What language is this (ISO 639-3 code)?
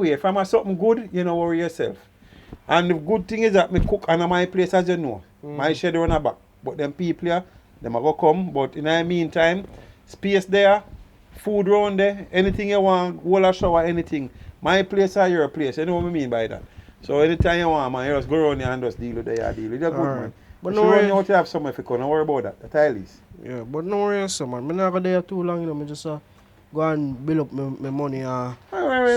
jam